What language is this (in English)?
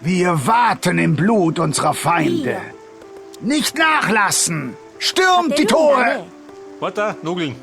Bavarian